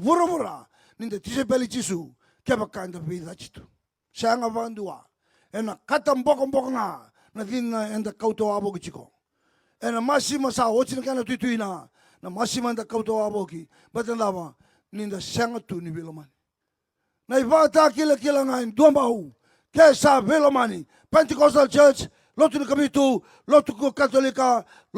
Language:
Fijian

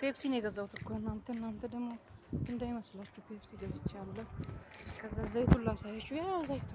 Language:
Amharic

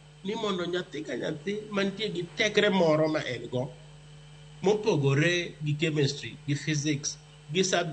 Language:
Luo (Kenya and Tanzania)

